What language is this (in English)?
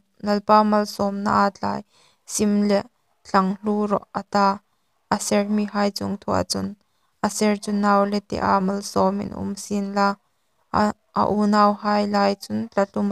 Hmar